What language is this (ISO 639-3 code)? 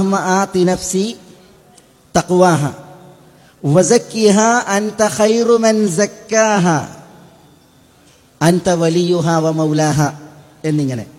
mal